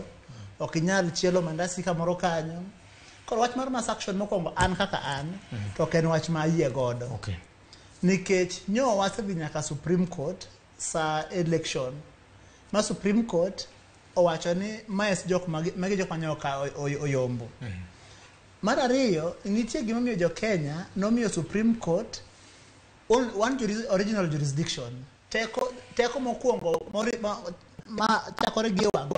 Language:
Luo (Kenya and Tanzania)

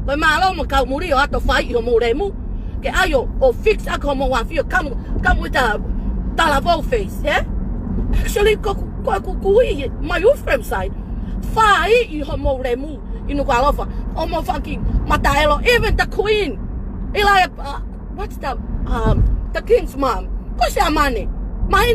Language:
Tongan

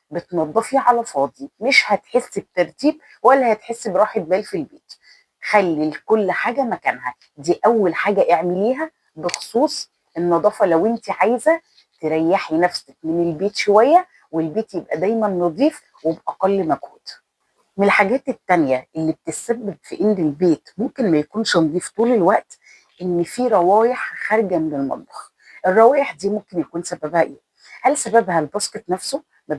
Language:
Egyptian Arabic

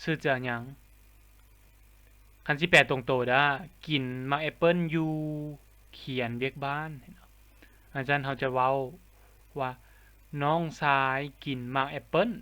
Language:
Lao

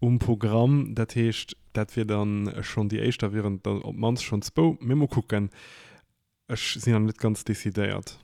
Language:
Luxembourgish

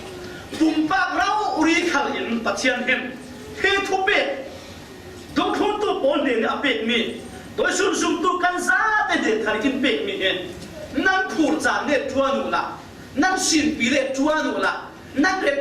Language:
Falam Chin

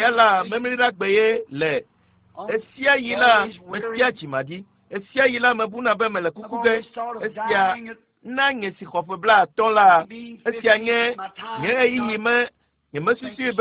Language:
Ewe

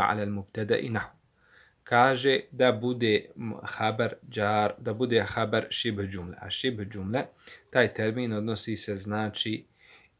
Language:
Bosnian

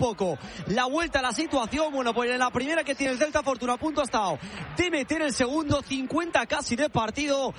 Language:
Spanish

